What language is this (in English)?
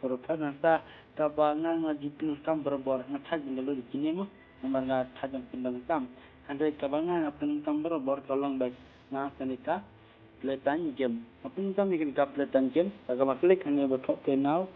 Khasi